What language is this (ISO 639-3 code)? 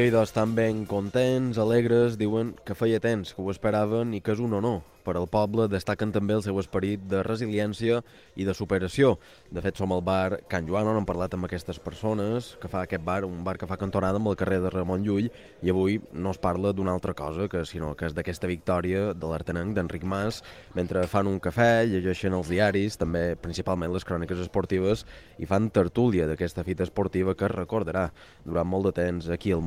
cat